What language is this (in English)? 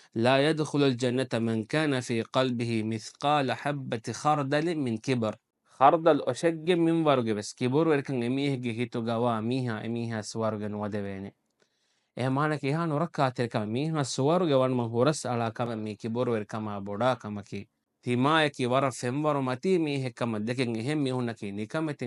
Divehi